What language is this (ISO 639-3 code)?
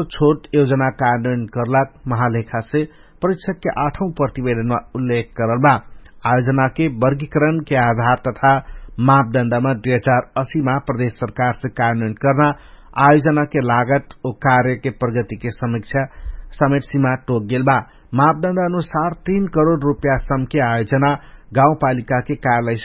thl